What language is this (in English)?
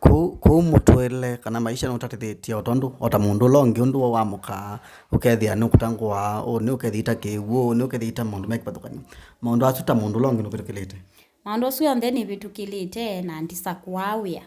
Kamba